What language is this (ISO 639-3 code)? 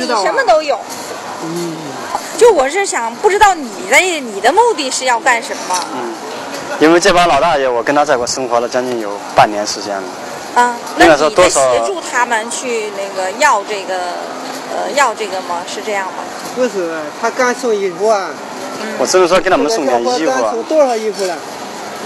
zho